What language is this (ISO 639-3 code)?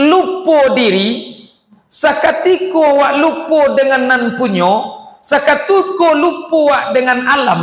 min